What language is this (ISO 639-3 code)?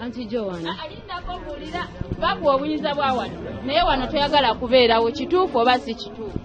lug